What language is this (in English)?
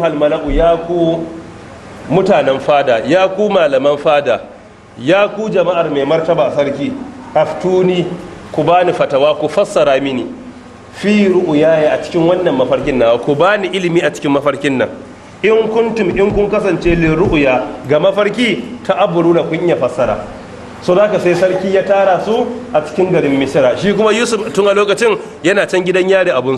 Hausa